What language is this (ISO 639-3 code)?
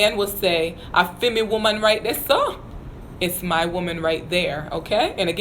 jam